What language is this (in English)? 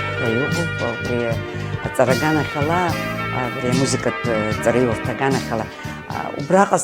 Abkhazian